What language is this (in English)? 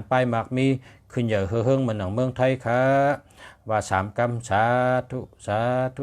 Shan